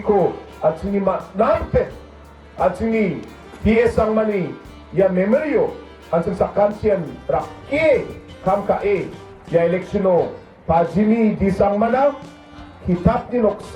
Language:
Garo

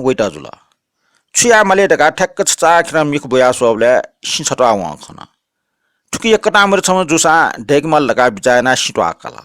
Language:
Newari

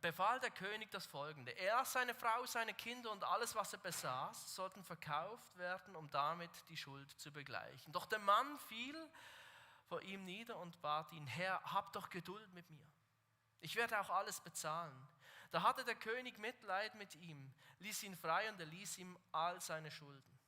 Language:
Swiss German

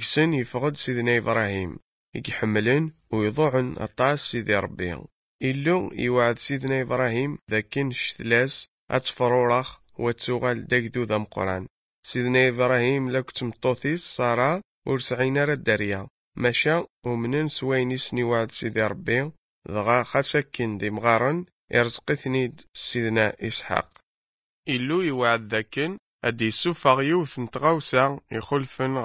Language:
Kabyle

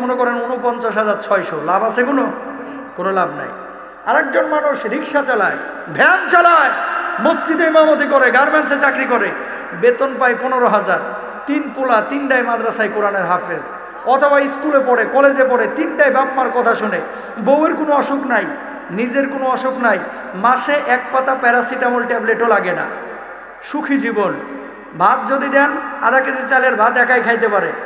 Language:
Bangla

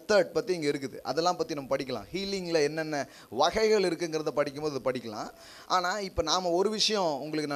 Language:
Tamil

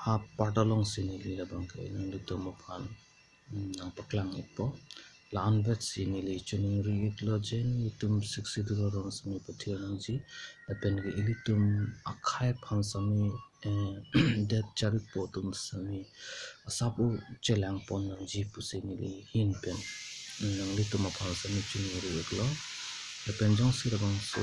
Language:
Karbi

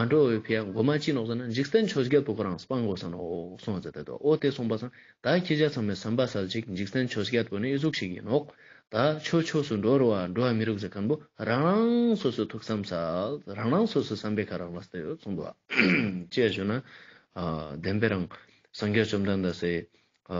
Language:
Ladakhi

